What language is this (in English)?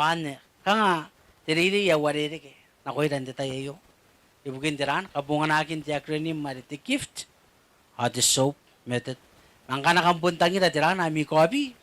Gilbertese